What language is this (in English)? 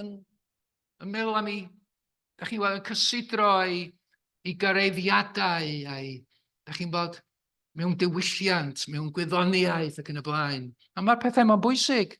Welsh